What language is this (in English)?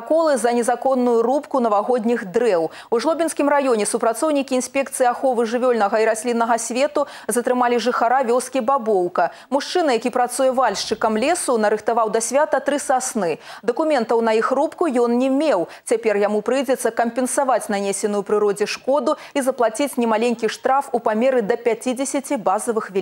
Belarusian